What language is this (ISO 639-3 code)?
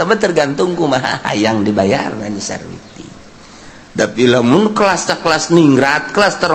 sun